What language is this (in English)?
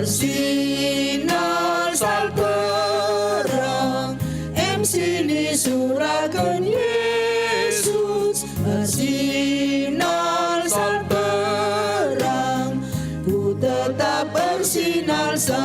Batak Karo